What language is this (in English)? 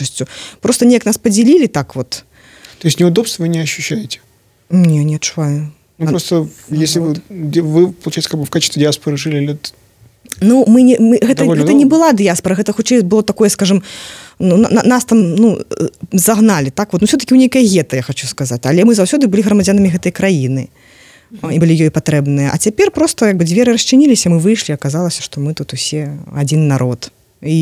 Belarusian